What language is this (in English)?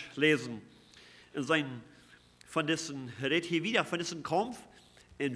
Plautdietsch